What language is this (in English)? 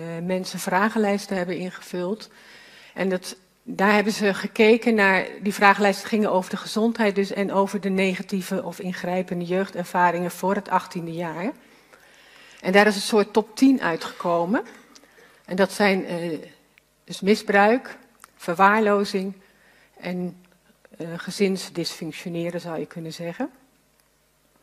Dutch